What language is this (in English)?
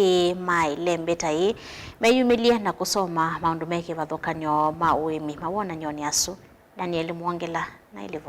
Kamba